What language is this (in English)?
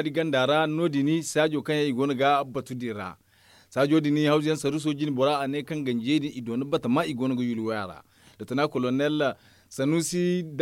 Zarma